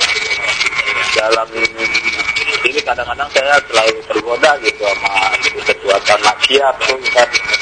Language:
Indonesian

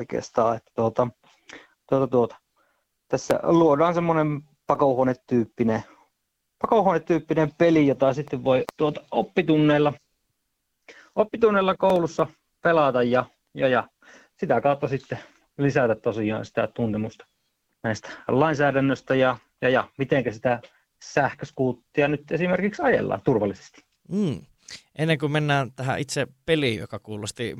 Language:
Finnish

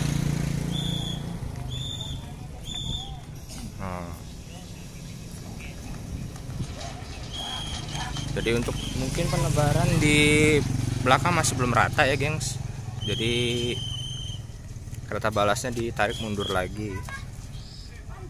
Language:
Indonesian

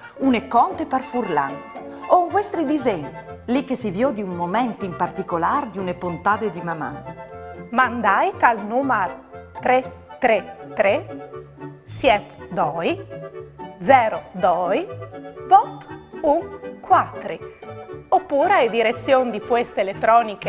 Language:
Friulian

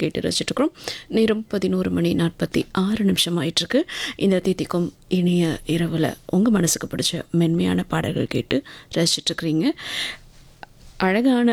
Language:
Tamil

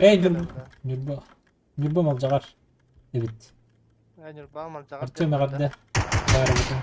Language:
Yakut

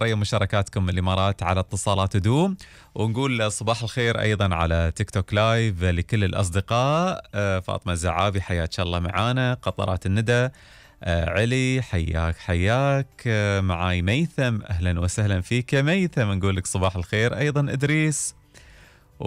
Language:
Gulf Arabic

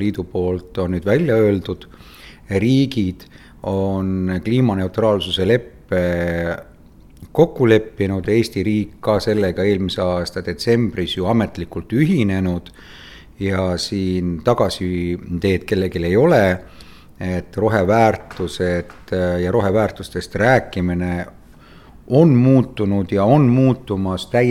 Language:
Estonian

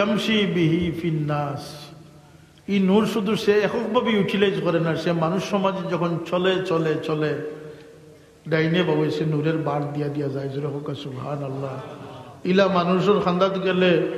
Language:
Sylheti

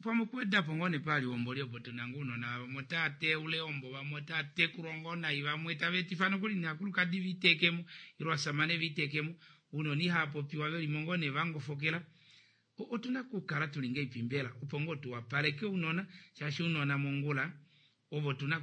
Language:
Kuanyama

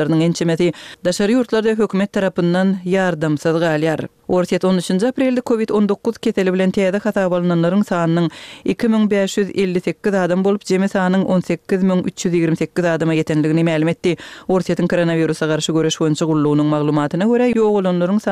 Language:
Turkmen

